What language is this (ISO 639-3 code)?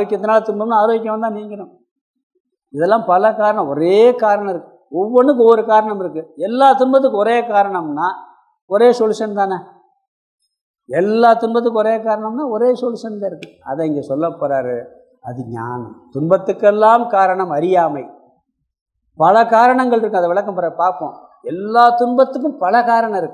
tam